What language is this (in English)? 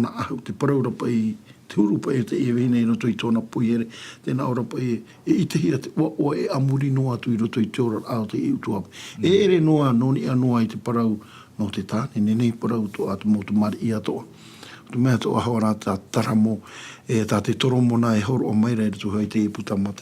Tahitian